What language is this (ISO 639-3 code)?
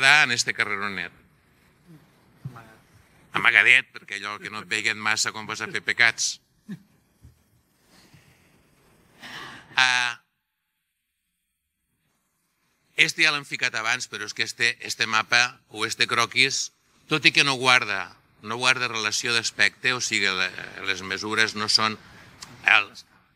cat